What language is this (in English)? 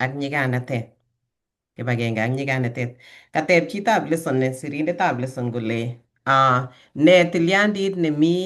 Kalenjin